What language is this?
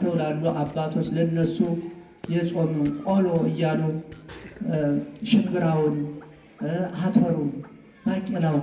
Amharic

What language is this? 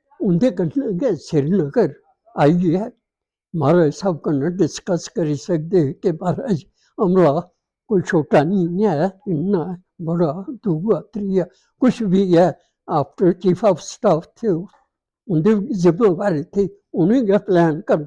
Dogri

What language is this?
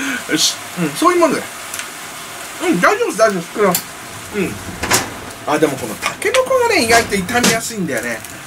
Japanese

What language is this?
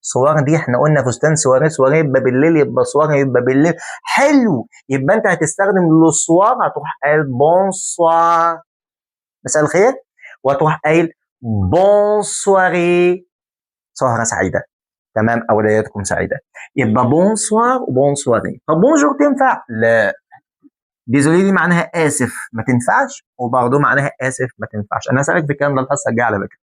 Egyptian Arabic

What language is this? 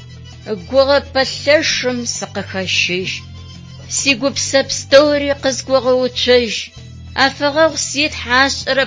Adyghe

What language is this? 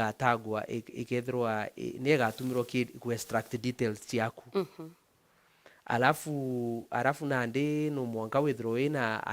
Meru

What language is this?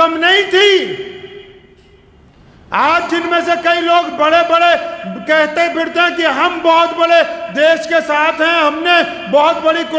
Hindi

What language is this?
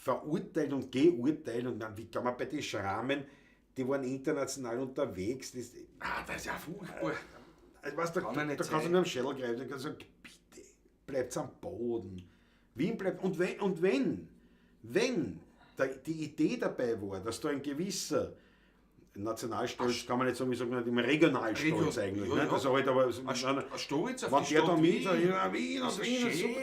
Bavarian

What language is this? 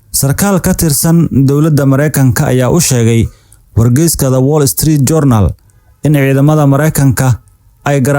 Somali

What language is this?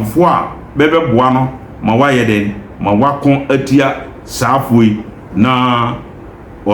Akan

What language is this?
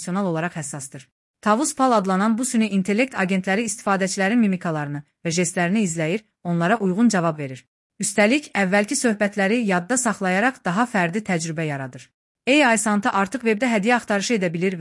Azerbaijani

